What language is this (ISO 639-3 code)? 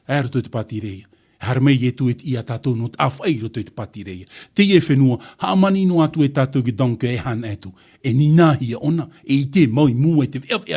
tah